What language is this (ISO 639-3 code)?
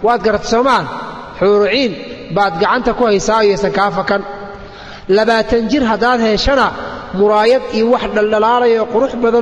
som